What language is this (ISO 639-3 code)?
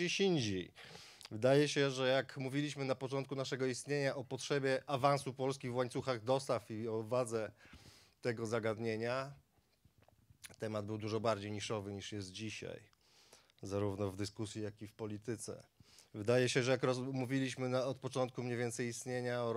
pol